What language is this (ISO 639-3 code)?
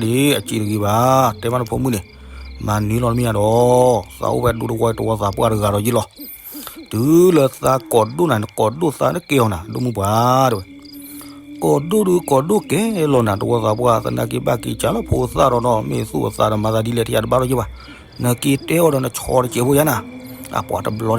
ksw